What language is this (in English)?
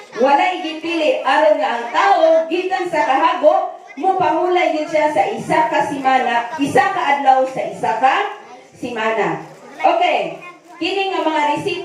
Cebuano